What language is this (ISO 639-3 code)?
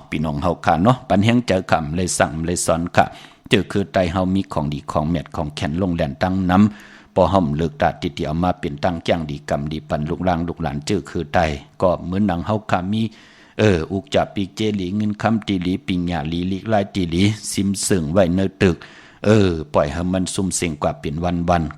shn